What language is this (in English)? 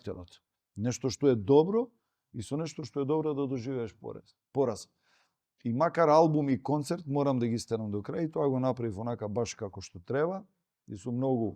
Macedonian